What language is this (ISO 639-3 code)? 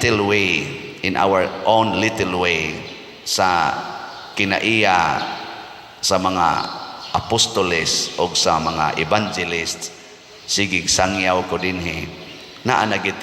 ceb